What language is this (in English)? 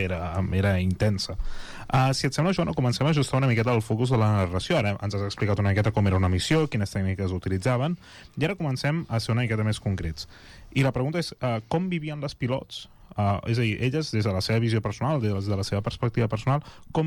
Catalan